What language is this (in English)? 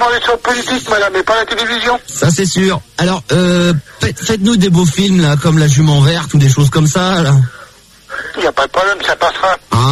French